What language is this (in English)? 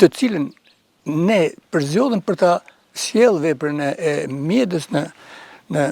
Albanian